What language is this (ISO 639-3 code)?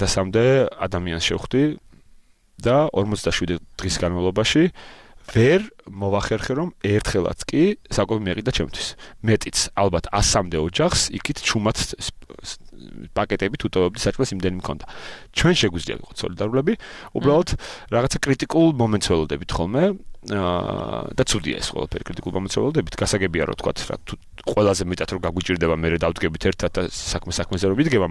kat